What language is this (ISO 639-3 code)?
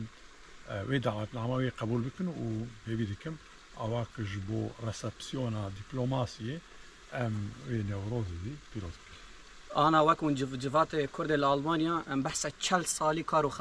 kur